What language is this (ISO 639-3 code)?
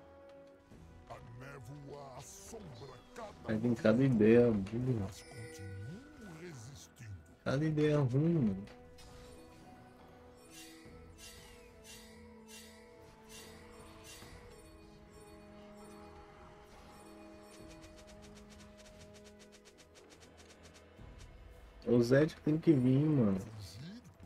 por